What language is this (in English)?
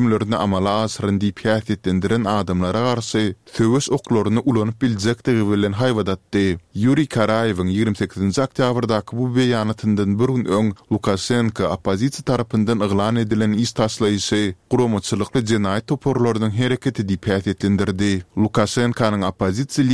Turkmen